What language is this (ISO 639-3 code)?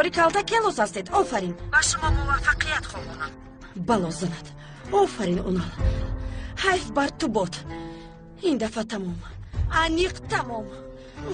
tgk